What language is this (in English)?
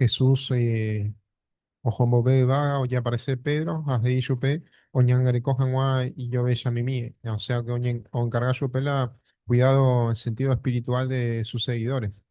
Guarani